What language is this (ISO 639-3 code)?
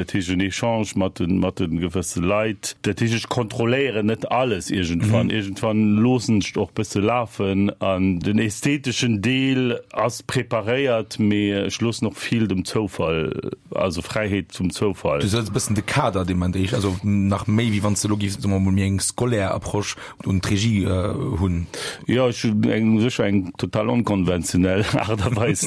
ltz